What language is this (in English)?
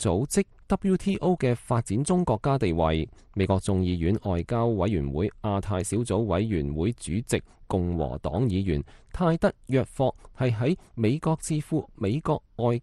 Cantonese